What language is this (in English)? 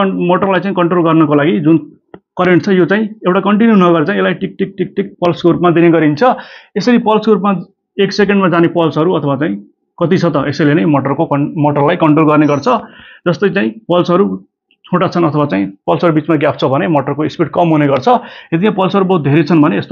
Nepali